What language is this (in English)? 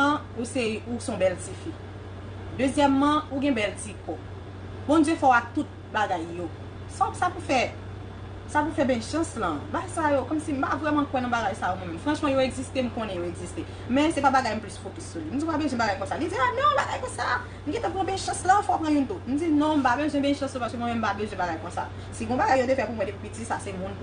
Haitian Creole